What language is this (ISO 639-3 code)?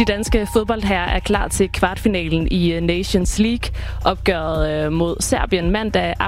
dan